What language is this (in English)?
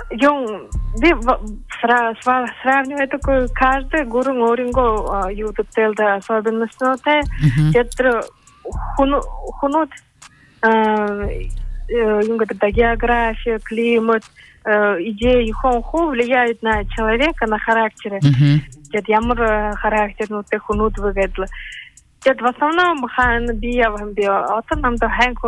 Buriat